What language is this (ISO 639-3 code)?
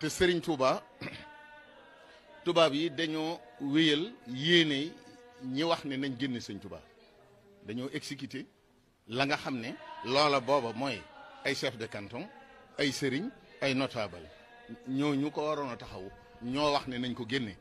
wol